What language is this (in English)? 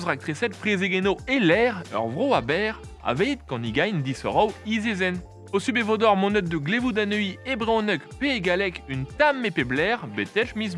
Breton